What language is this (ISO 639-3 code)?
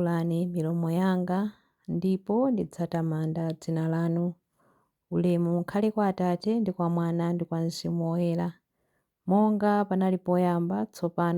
nya